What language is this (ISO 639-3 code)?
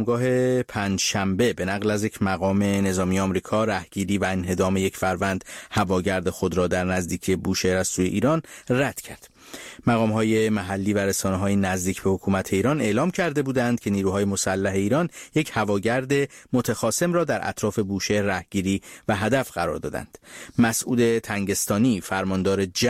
fas